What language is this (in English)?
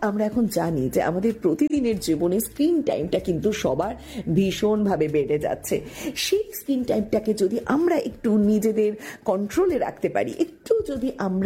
Bangla